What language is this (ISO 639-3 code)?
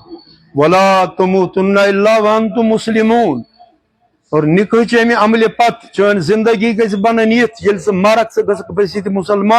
kas